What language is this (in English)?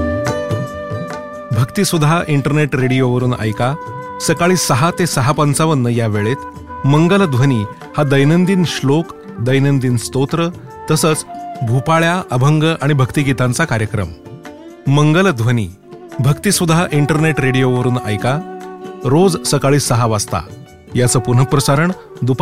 Marathi